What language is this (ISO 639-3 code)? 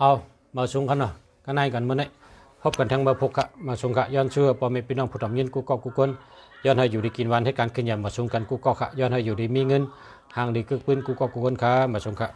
shn